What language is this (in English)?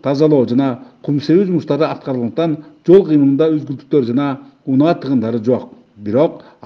Kyrgyz